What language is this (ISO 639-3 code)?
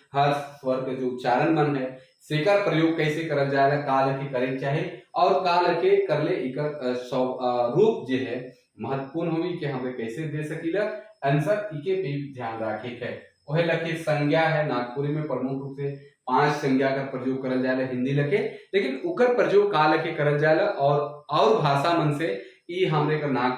sck